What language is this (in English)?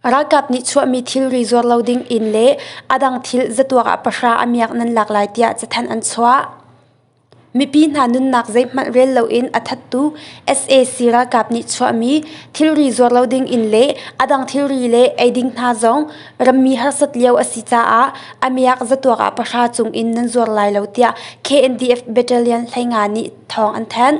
Hakha Chin